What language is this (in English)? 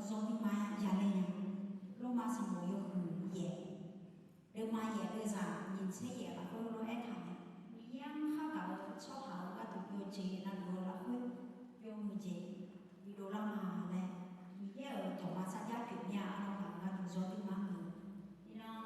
Akha